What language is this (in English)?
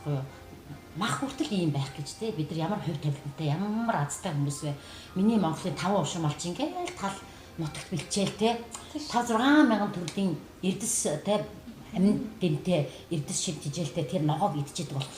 Mongolian